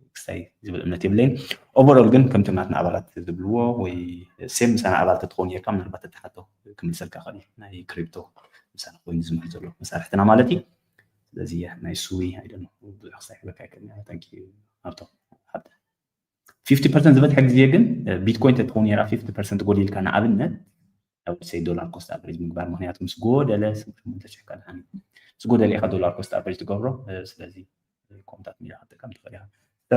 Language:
Tigrinya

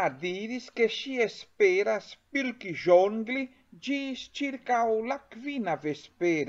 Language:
Esperanto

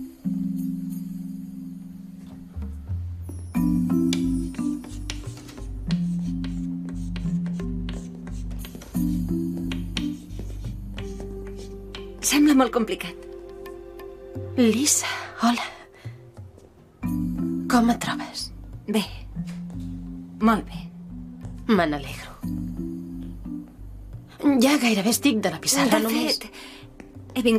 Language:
Catalan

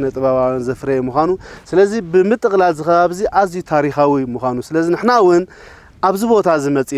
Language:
Tigrinya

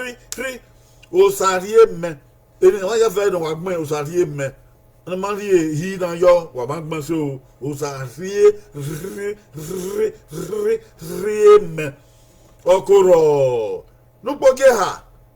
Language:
Bini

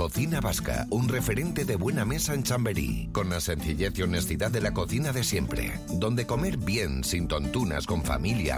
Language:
Spanish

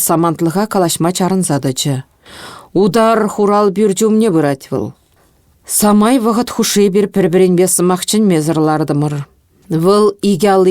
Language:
Chuvash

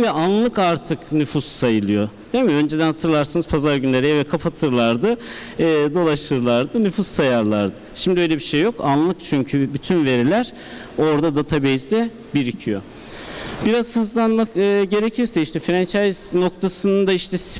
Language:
Turkish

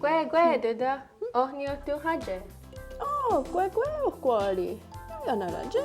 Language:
Mohawk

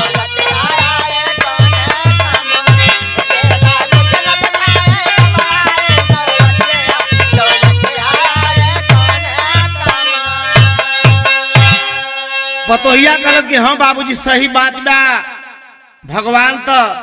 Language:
Bhojpuri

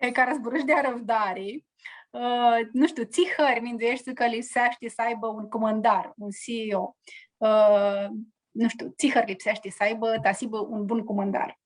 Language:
Aromanian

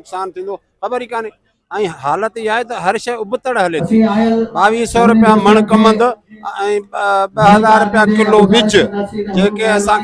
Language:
Sindhi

